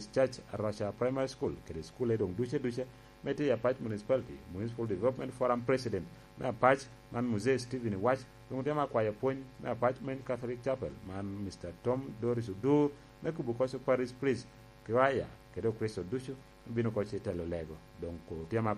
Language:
Lango (Uganda)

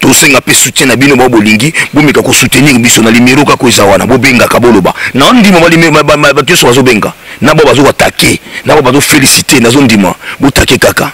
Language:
Lingala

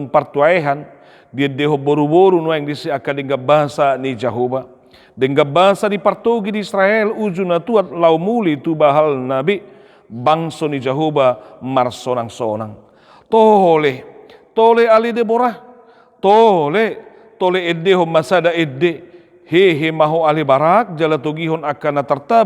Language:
Batak Toba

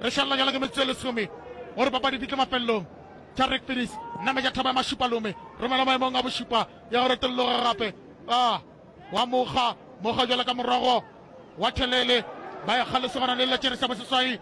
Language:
Northern Sotho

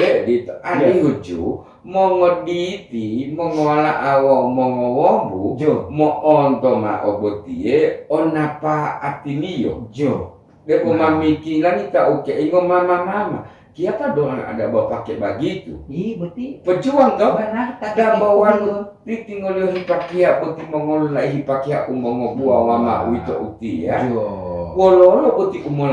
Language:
Gorontalo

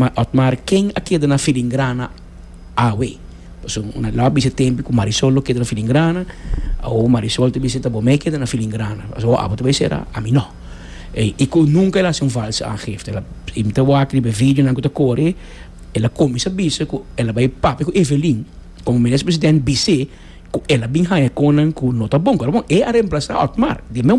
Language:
Papiamento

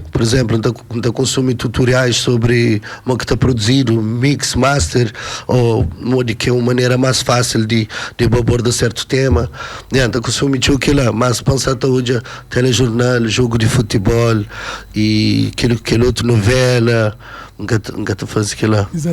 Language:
Kabuverdianu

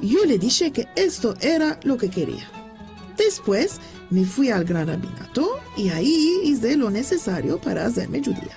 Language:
Ladino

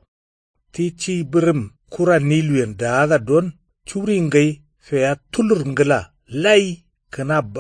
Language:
Kanuri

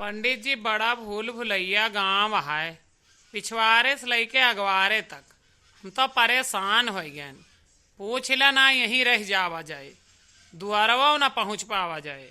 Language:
Awadhi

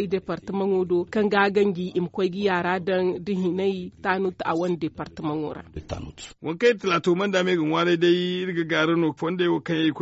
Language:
Zarma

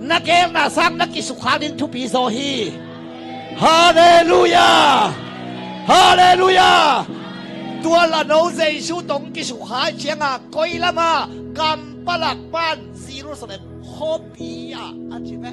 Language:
Tedim Chin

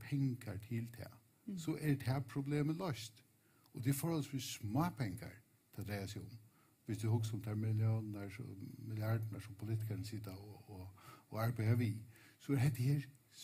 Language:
Faroese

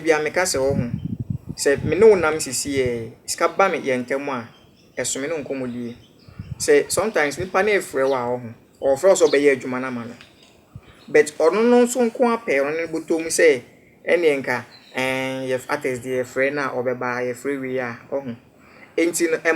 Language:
Akan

